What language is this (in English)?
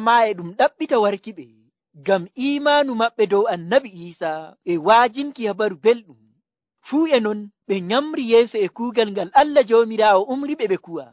Nigerian Fulfulde